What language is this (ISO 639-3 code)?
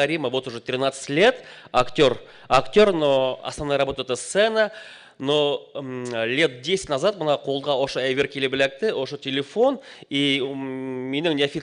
bak